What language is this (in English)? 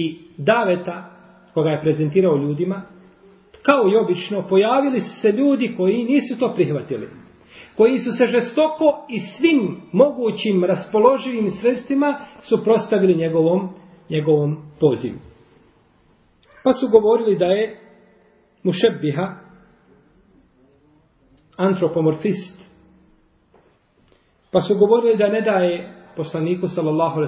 Bosnian